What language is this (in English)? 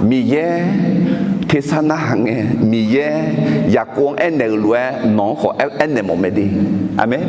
Akha